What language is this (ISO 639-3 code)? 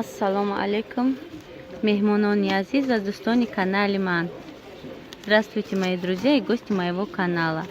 tgk